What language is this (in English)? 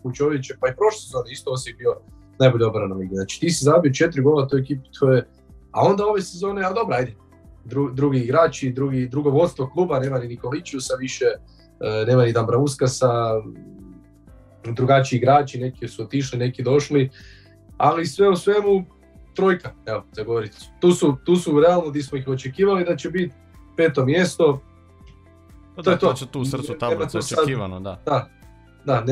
Croatian